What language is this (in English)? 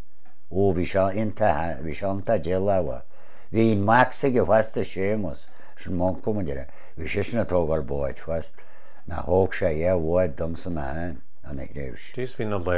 Irish